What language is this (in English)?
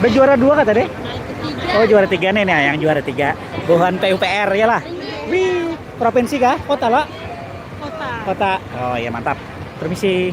Banjar